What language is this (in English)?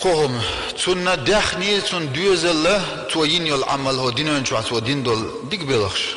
Chechen